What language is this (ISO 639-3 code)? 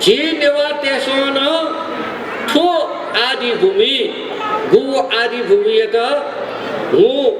new